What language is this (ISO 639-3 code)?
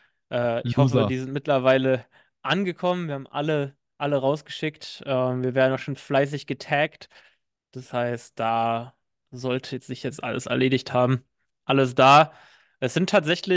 deu